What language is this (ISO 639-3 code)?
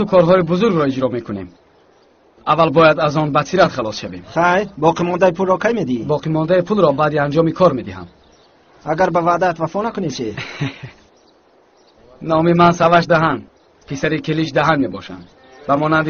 tgk